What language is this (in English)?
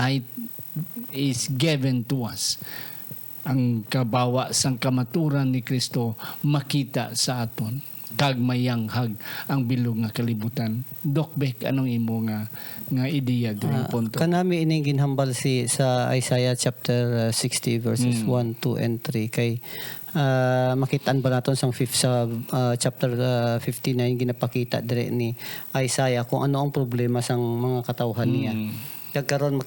Hiligaynon